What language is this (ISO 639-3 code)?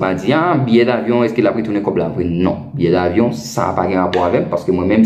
hat